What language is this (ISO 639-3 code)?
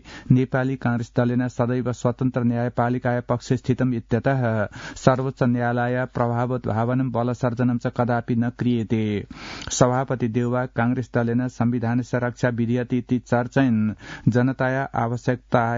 san